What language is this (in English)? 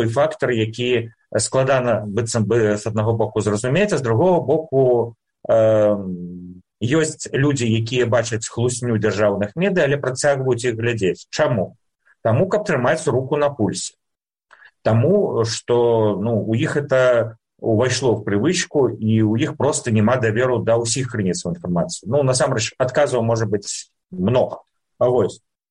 Belarusian